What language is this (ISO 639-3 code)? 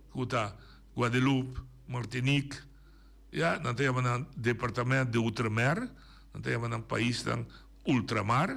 pap